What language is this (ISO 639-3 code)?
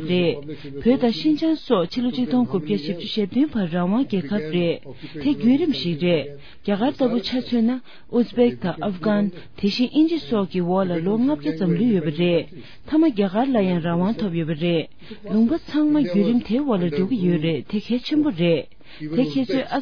bod